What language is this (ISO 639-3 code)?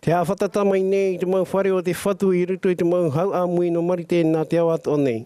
tah